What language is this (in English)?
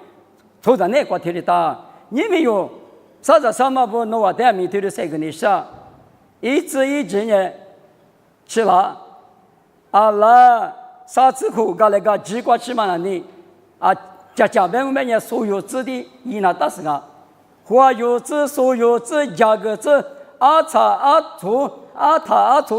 Lisu